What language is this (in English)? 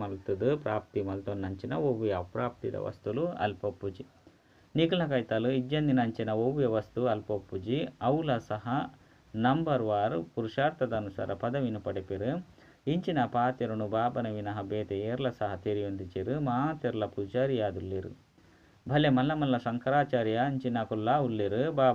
Tulu